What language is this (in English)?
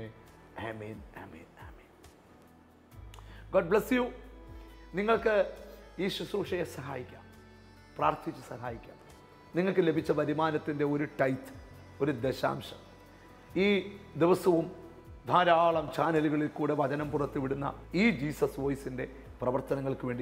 Malayalam